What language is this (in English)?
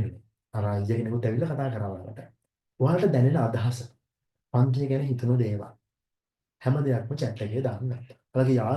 Sinhala